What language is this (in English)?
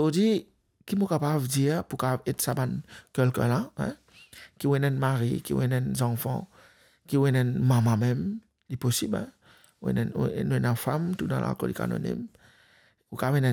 Morisyen